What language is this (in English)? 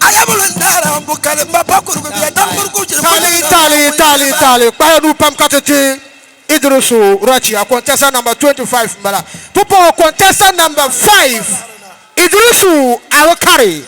Dagbani